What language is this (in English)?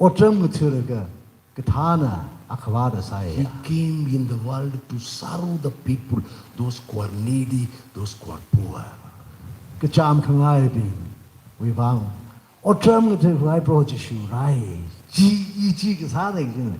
Tangkhul Naga (India)